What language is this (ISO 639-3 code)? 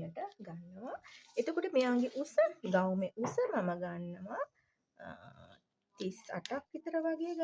sin